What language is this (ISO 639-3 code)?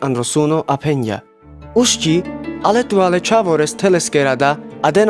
rmc